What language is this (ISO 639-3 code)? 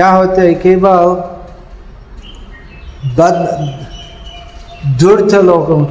hin